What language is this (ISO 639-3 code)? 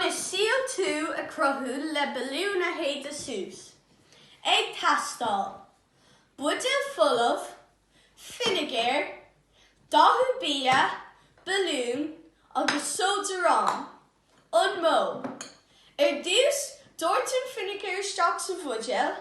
gle